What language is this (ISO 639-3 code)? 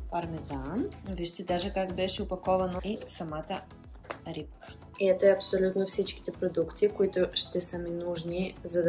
bul